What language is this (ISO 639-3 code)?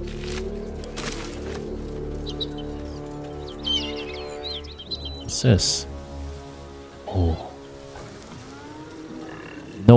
vie